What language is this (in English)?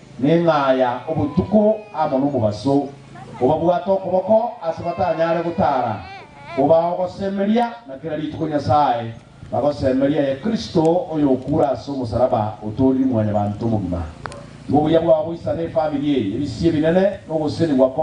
Gusii